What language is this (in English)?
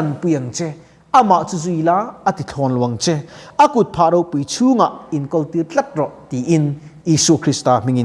Mizo